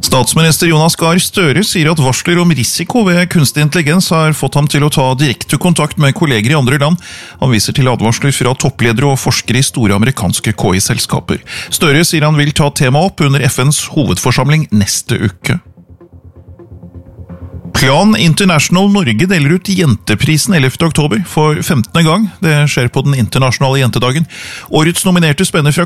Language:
Norwegian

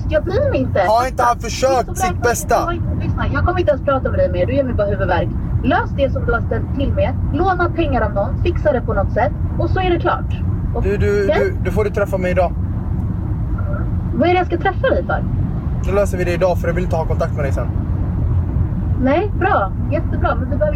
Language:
Swedish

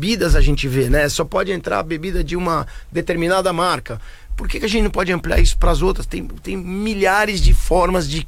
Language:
Portuguese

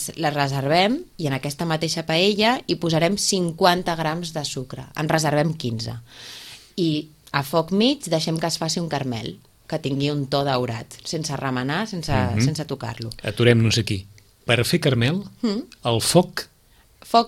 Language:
Catalan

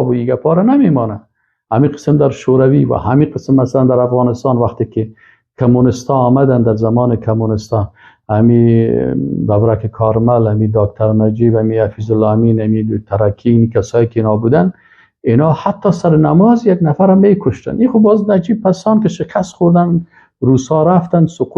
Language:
Persian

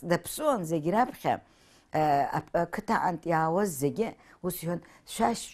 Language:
Abkhazian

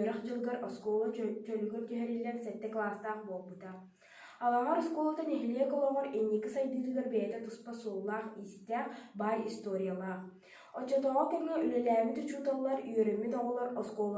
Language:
Yakut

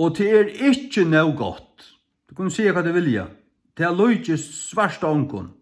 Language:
Faroese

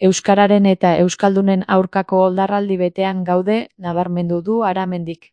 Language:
Basque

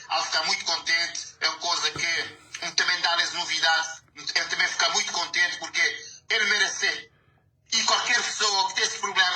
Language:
Kabuverdianu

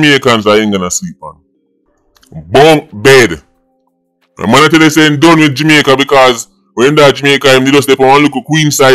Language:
Jamaican Creole English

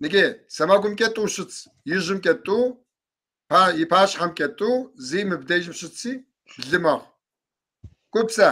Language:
Kabardian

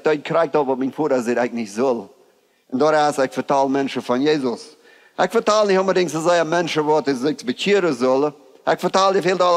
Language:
Plautdietsch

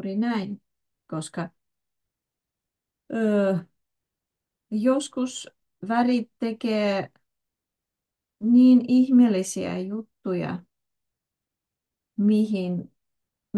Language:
Finnish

